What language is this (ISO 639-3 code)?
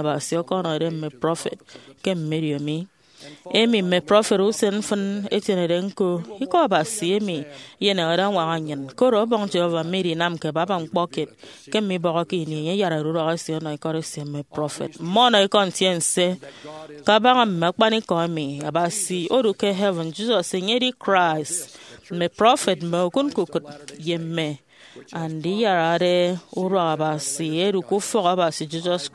efi